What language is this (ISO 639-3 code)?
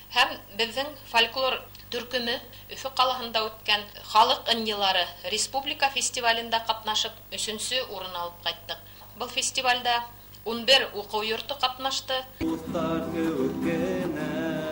bak